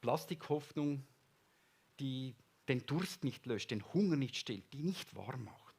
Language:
Swiss German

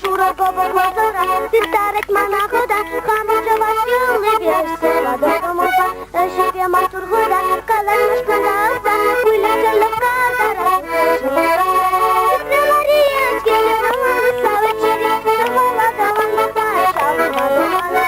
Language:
Chuvash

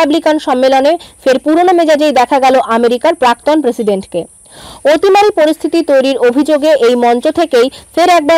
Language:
Bangla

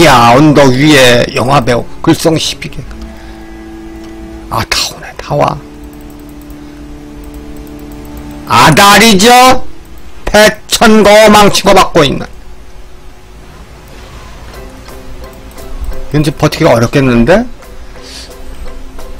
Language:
Korean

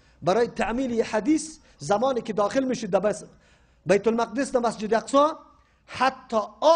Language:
Persian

